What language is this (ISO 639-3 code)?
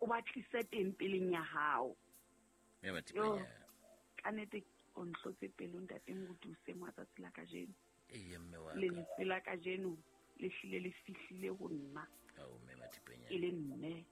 sot